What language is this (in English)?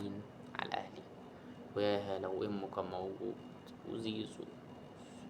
Egyptian Arabic